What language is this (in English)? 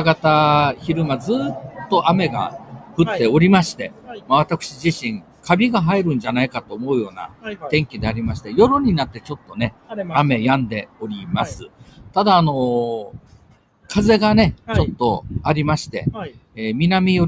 Japanese